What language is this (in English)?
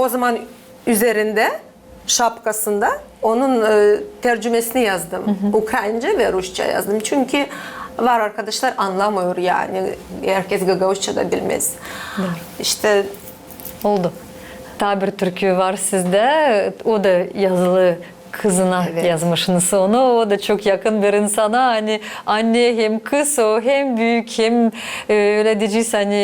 Gagauz